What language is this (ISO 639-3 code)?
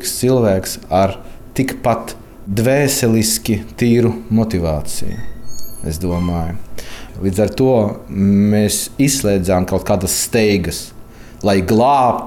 lav